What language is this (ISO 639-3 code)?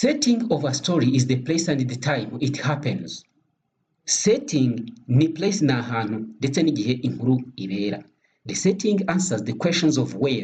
kin